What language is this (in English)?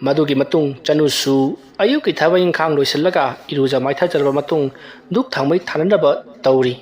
Manipuri